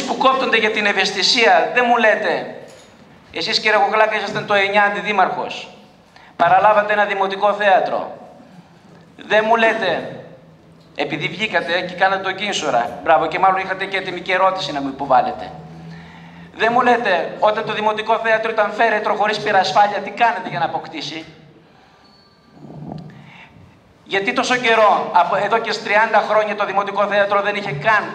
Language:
Greek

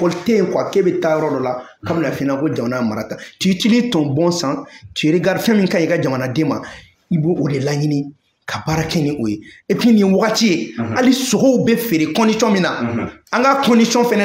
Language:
Bambara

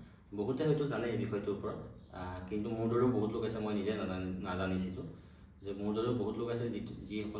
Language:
Assamese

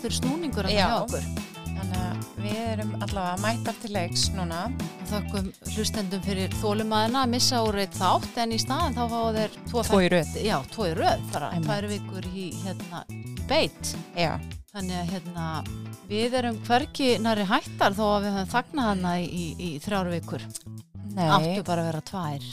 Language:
Icelandic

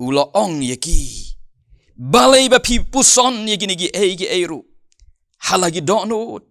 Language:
Khasi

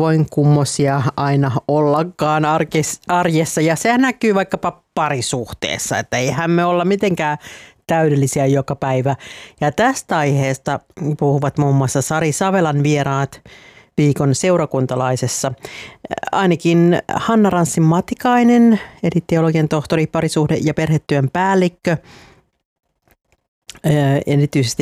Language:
Finnish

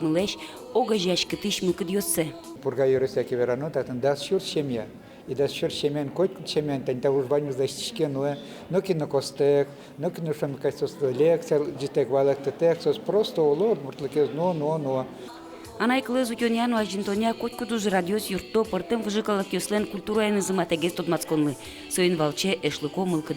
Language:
Udmurt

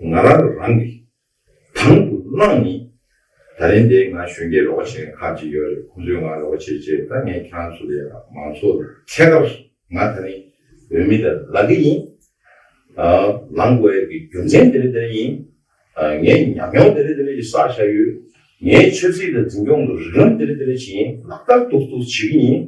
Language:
Tibetan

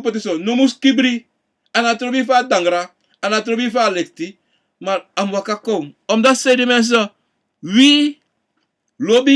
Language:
Sranan Tongo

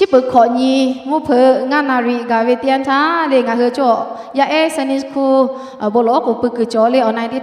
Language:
Lahu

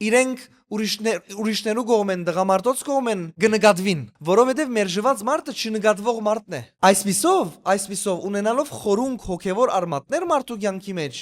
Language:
Western Armenian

